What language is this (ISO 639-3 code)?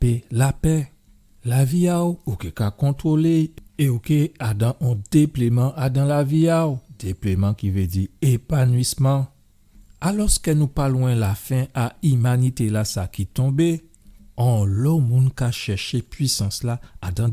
gcf